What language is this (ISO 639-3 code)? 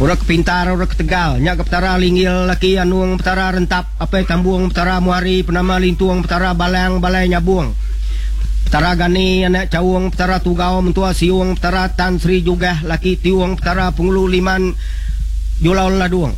iba